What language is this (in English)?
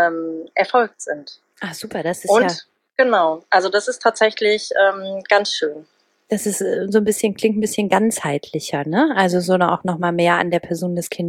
German